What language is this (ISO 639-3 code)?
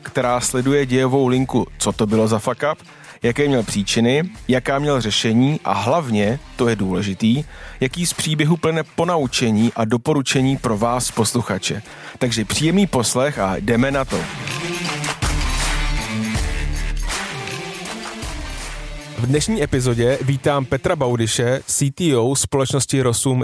ces